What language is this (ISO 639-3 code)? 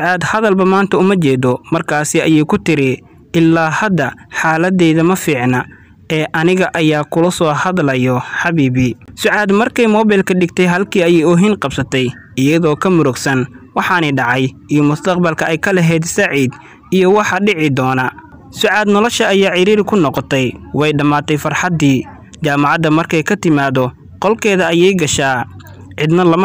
som